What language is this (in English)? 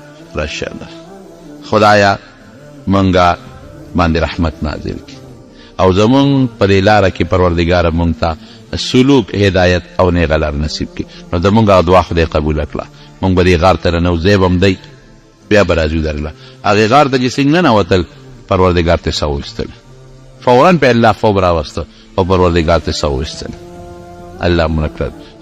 Pashto